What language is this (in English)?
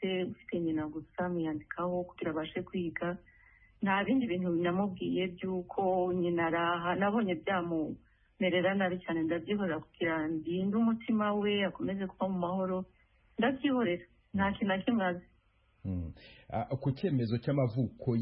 Kinyarwanda